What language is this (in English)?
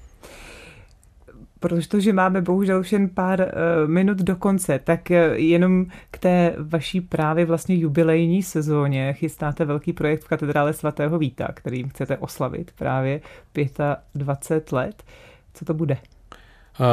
Czech